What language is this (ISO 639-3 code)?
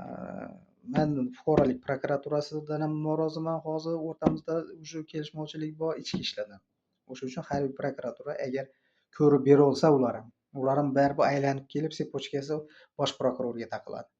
uzb